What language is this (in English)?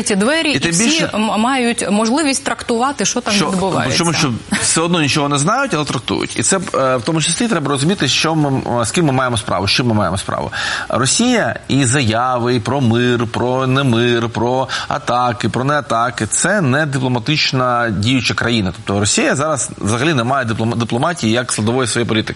Ukrainian